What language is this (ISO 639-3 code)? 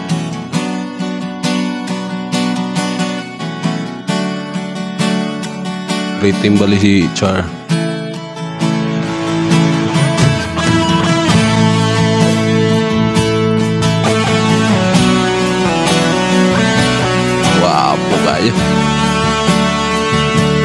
fil